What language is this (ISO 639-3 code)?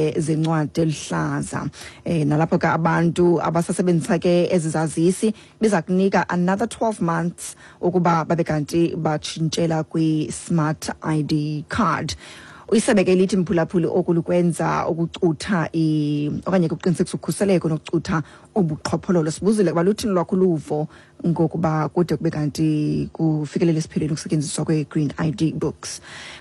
xho